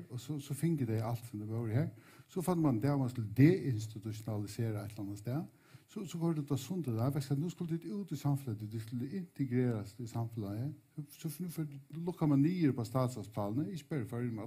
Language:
Faroese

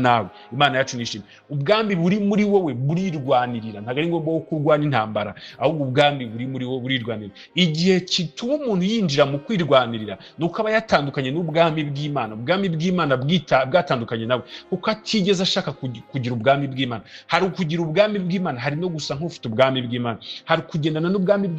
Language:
Kinyarwanda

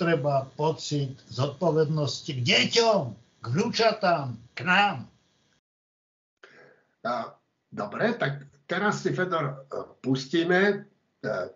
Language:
Slovak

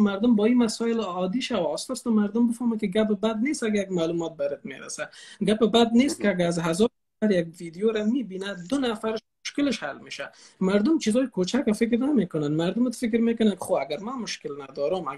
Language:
Persian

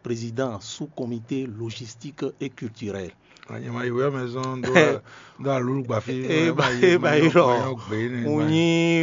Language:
Fon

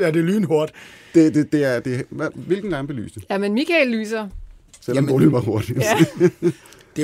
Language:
Danish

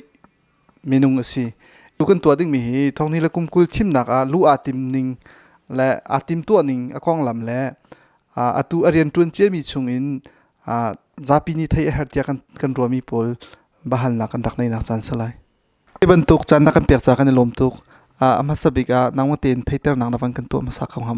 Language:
Hakha Chin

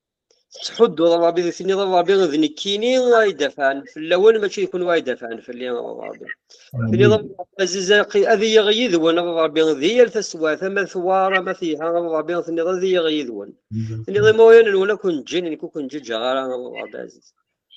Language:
Kabyle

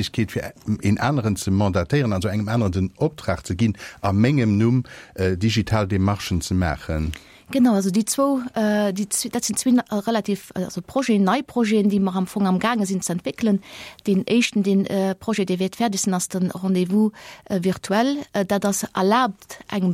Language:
Luxembourgish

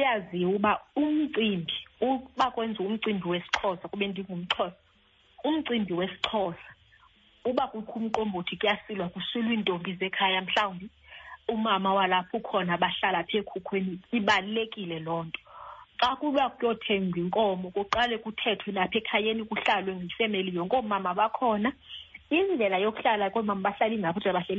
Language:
Xhosa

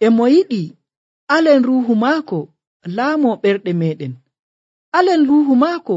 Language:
Nigerian Fulfulde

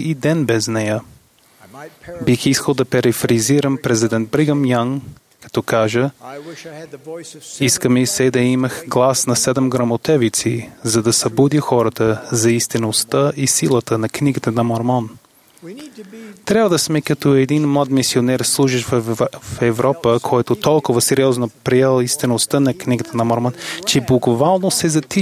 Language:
Bulgarian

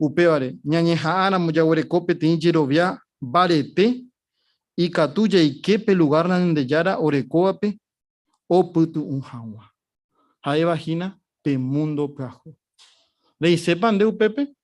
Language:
Guarani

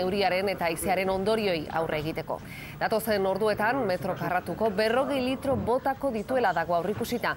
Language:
Basque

